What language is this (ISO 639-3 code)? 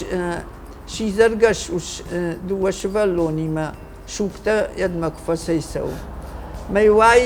oss